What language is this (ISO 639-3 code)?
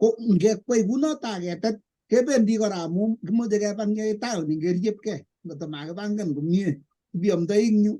kln